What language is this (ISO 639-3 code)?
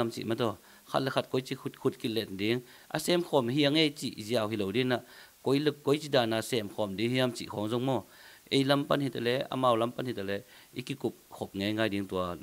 ctd